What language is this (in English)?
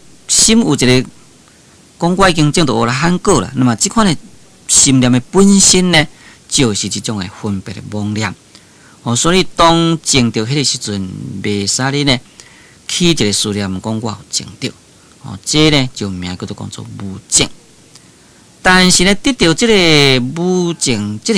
Min Nan Chinese